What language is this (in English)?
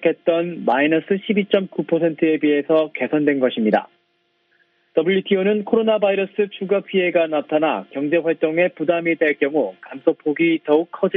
Korean